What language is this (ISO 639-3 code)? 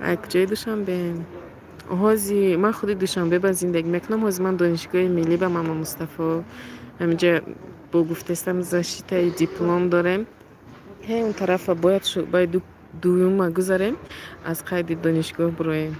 tgk